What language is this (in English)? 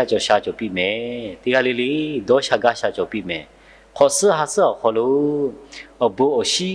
Lahu